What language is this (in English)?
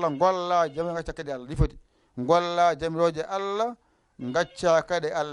Fula